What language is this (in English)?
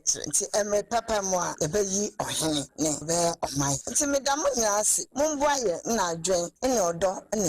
Akan